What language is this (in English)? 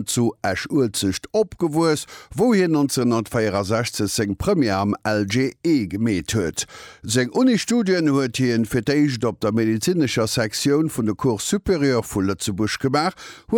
Luxembourgish